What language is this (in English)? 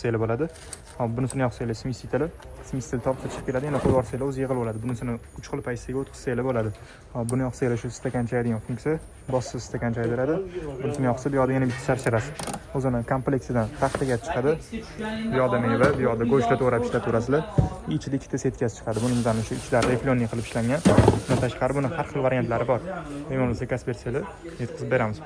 Uzbek